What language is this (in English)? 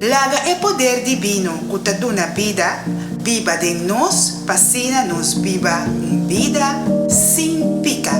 Papiamento